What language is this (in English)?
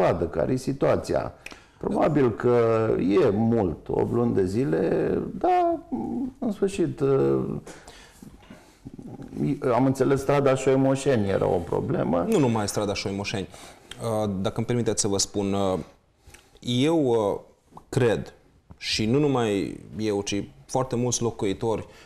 Romanian